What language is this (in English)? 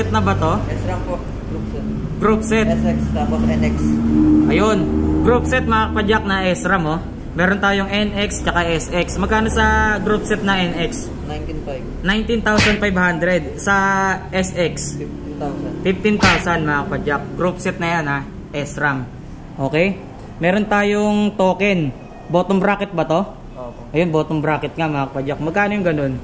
Filipino